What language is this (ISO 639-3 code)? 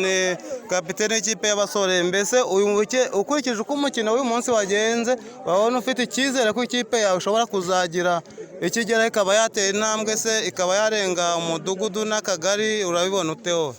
kin